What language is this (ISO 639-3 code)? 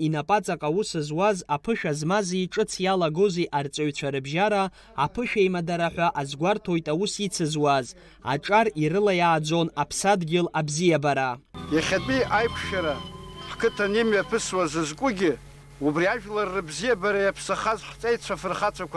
abk